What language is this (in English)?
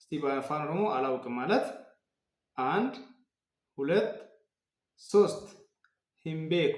Amharic